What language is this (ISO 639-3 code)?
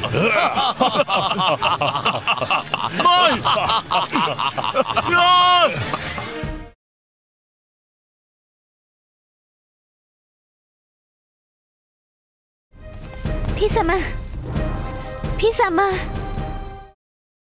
tha